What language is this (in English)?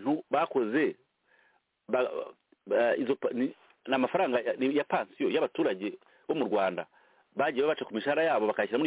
Kinyarwanda